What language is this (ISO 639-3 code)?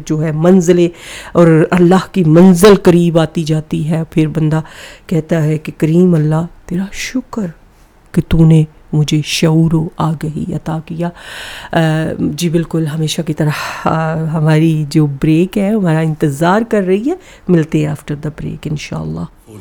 urd